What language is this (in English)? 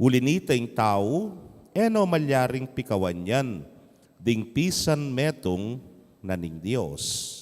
Pampanga